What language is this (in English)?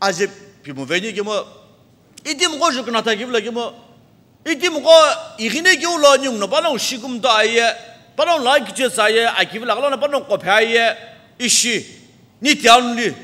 Sumi Naga